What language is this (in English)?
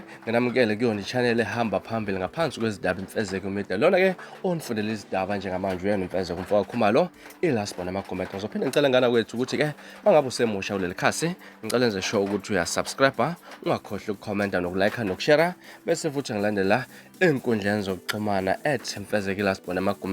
Zulu